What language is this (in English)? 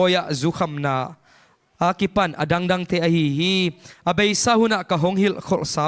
Tedim Chin